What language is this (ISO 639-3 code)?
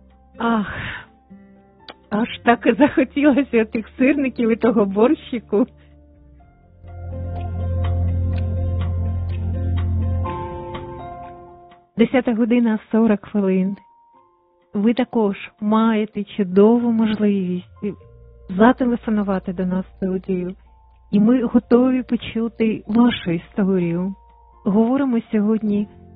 ukr